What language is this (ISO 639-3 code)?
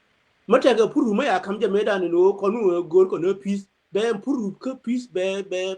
nus